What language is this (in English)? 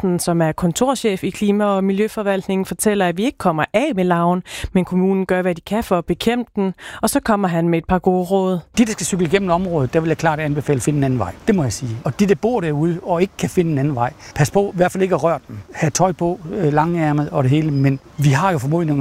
Danish